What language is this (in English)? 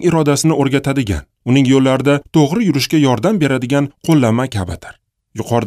Uzbek